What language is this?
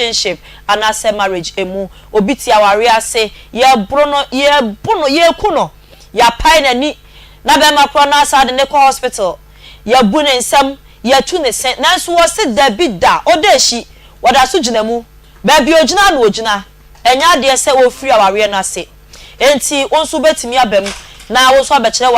Akan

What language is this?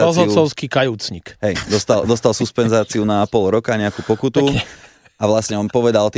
Slovak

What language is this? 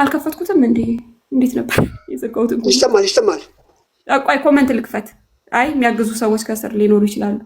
Amharic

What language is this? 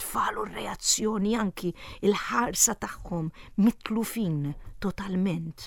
Maltese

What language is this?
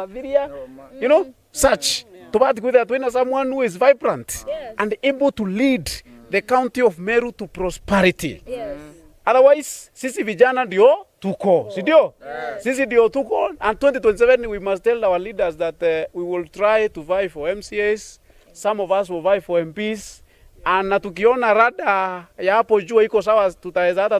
Meru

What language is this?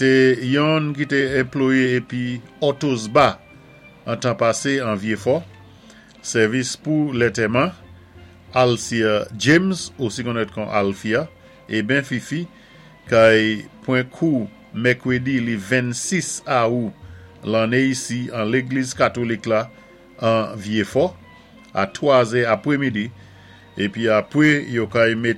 Saint Lucian Creole French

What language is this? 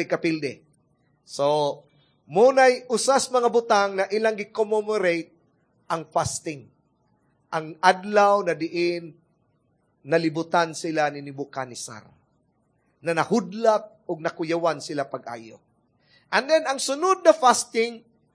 Cebuano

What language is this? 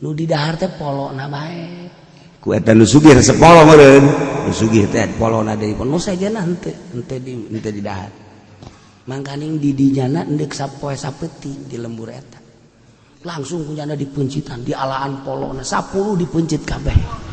Sundanese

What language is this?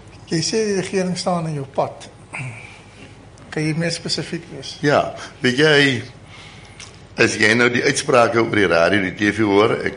Afrikaans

